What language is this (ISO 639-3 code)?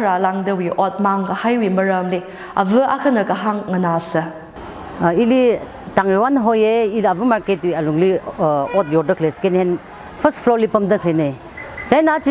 nmf